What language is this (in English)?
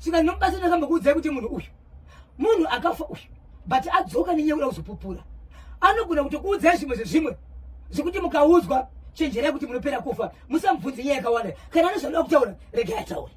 Shona